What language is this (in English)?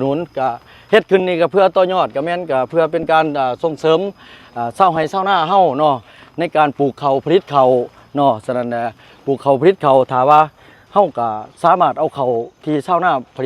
Lao